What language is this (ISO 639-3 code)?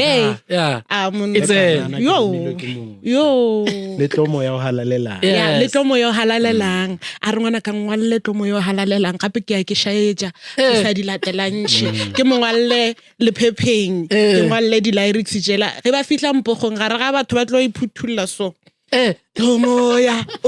nso